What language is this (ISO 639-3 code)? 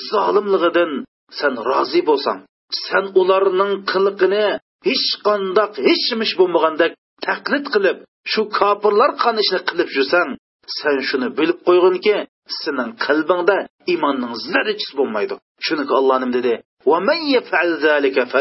uig